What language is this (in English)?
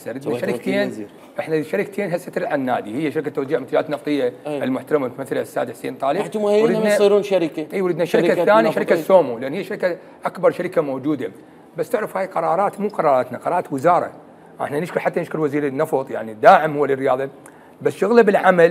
Mesopotamian Arabic